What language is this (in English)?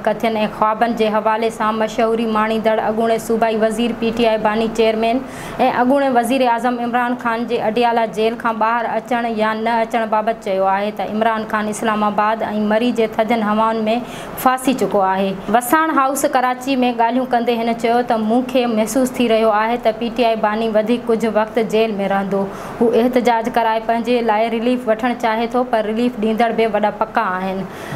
Sindhi